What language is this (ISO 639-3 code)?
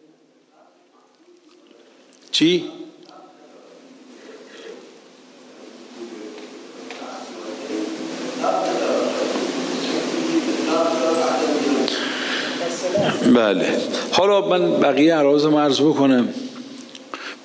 fas